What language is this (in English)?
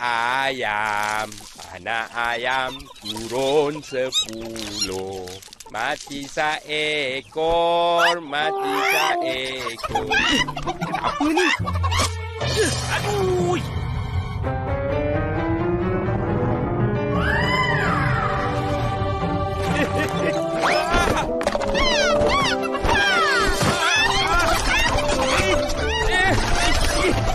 Malay